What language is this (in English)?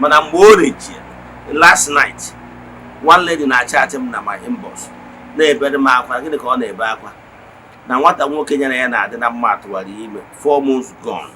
Igbo